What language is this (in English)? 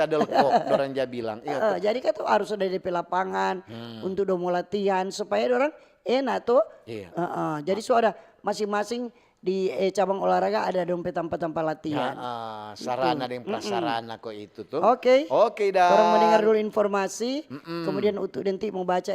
Manado Malay